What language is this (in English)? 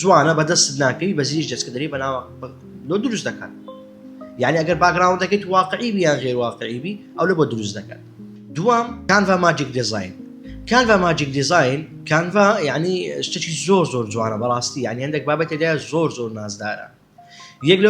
Central Kurdish